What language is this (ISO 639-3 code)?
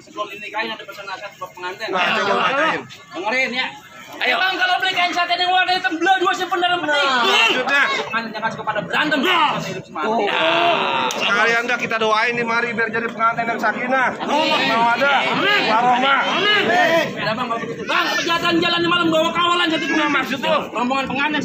bew